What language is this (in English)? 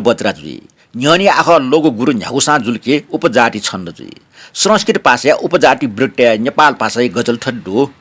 Newari